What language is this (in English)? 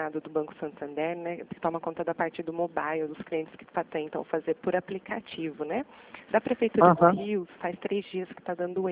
Portuguese